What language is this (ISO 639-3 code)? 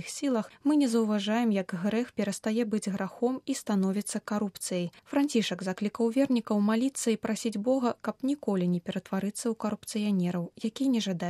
bel